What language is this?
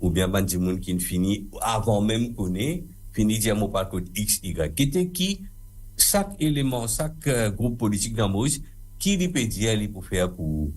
Morisyen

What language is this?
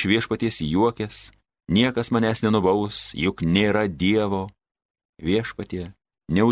Lithuanian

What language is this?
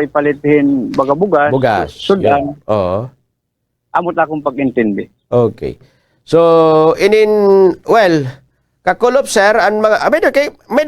Waray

